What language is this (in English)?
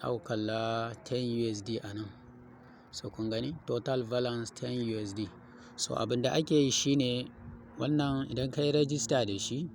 Hausa